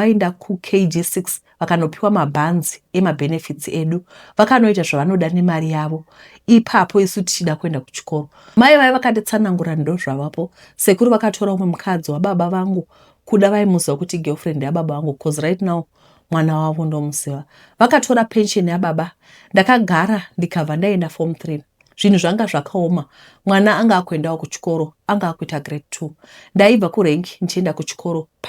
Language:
Shona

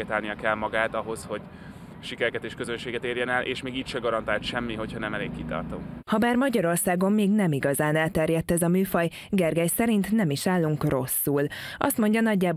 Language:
Hungarian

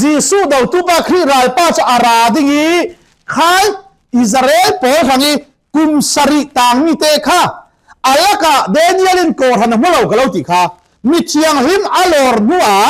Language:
Falam Chin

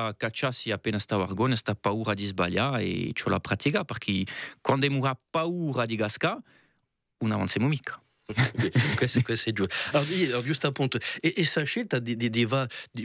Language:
Corsican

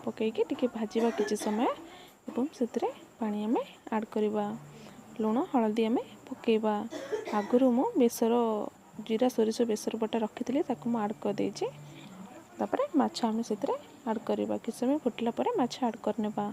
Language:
Odia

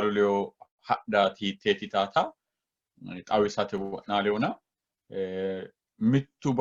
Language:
Sidamo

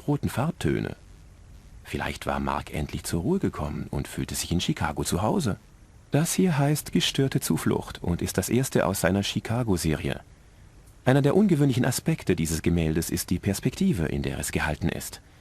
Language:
Bavarian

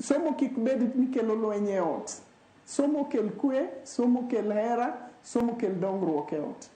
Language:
Luo (Kenya and Tanzania)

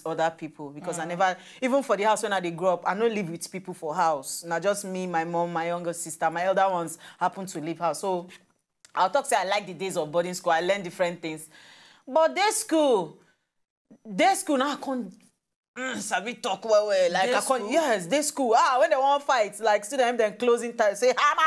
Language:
Nigerian Pidgin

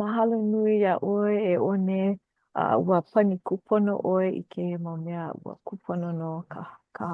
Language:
Hawaiian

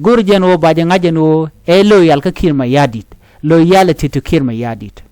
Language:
Nuer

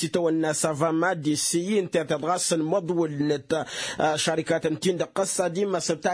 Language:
Tamasheq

